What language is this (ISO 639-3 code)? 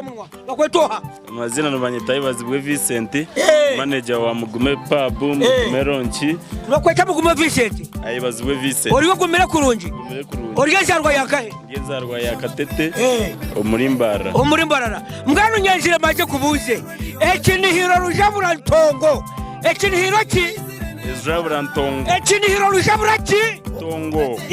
nyn